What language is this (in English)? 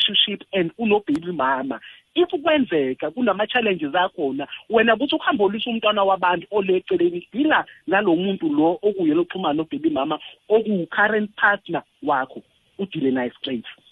South Ndebele